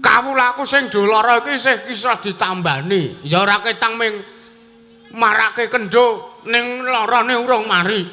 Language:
Javanese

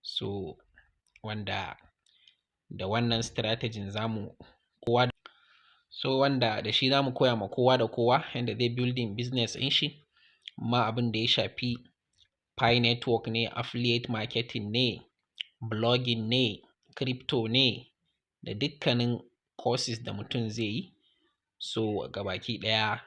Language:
Hausa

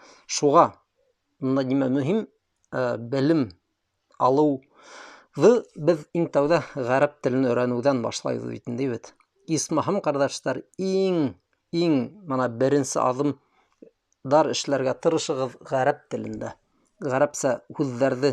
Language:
Bashkir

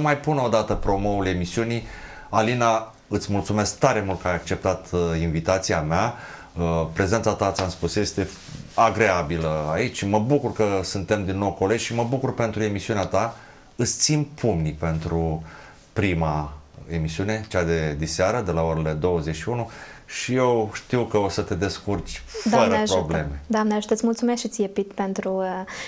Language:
Romanian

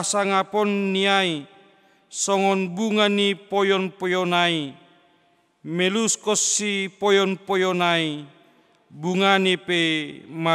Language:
Batak Simalungun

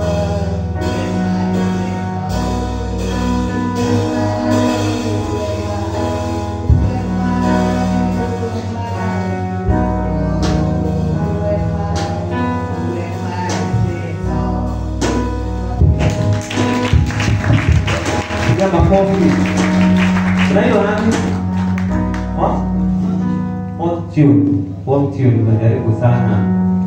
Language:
Swahili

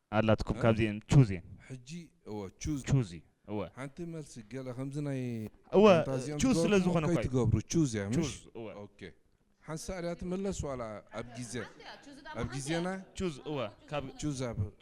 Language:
Tigrinya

